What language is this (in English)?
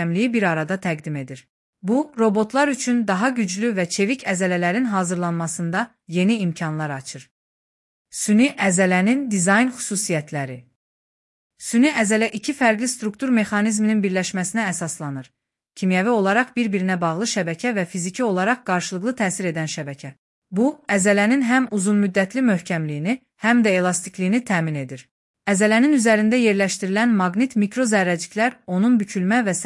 Azerbaijani